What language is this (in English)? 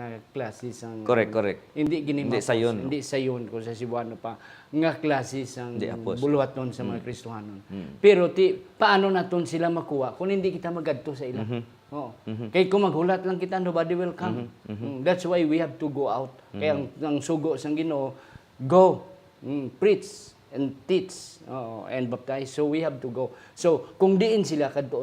Hiligaynon